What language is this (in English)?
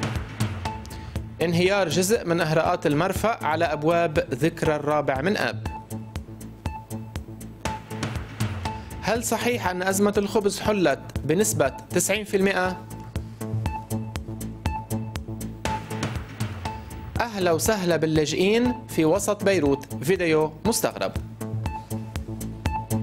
North Levantine Arabic